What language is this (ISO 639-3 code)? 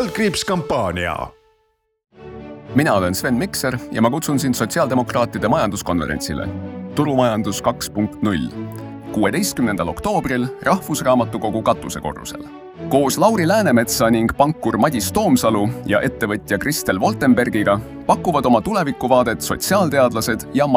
est